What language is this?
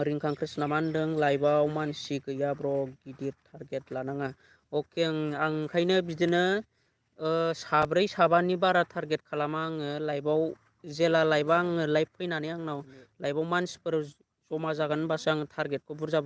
Bodo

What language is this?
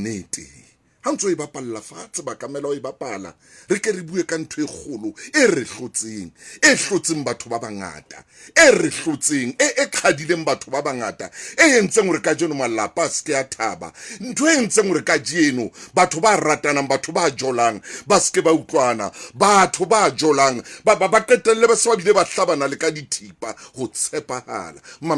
Southern Sotho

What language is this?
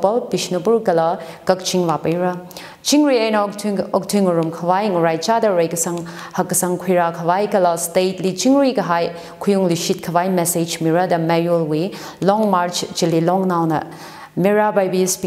Tangkhul Naga (India)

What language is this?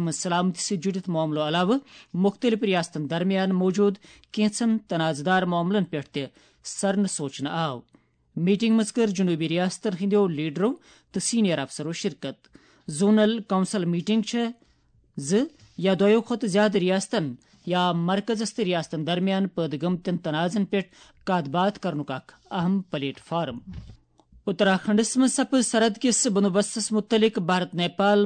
Kashmiri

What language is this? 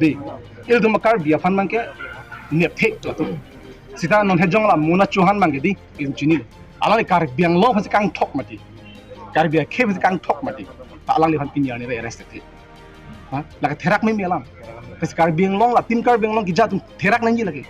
Karbi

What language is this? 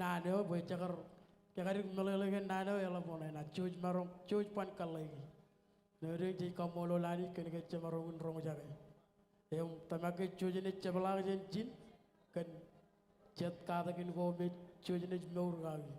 Marshallese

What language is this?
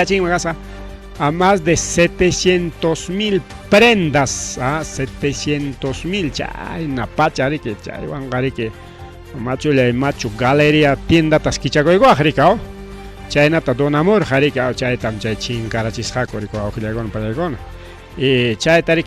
Ayacucho Quechua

